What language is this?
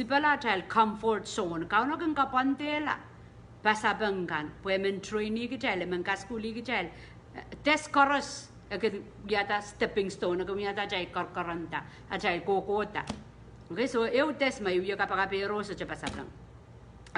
Pohnpeian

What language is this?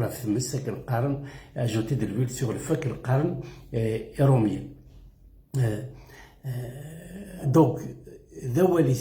Kabyle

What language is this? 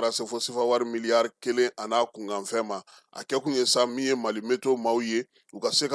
Bambara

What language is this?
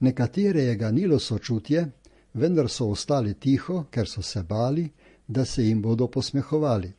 Slovenian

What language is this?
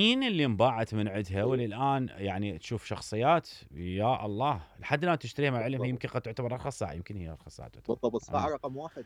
Mesopotamian Arabic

